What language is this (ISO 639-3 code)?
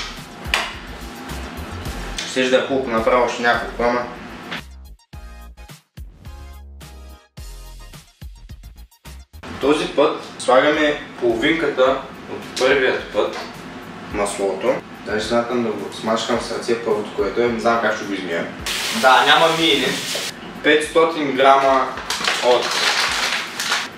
bul